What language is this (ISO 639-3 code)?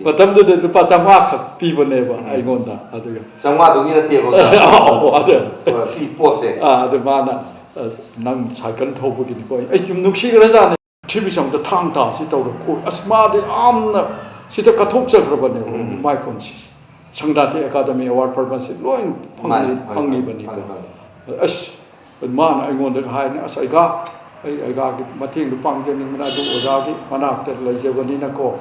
mni